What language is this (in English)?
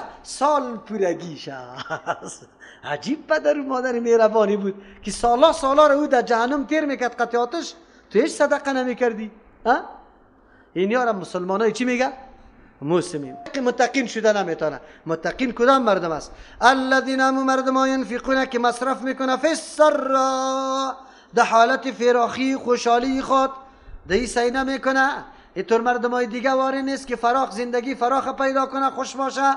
Persian